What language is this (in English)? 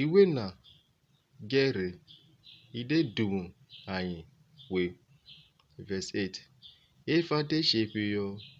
Urhobo